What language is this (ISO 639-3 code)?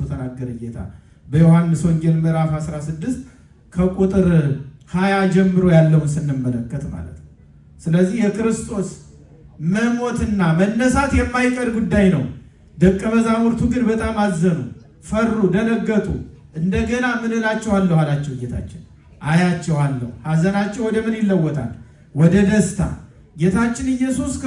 amh